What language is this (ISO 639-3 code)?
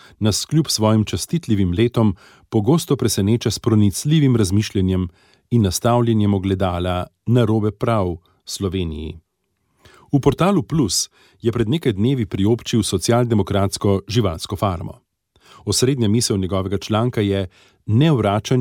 slv